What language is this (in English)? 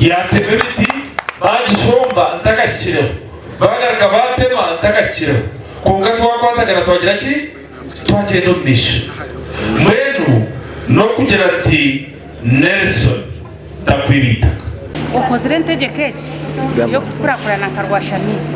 Nyankole